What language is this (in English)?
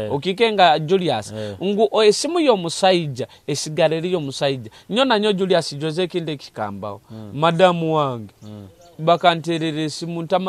Nyoro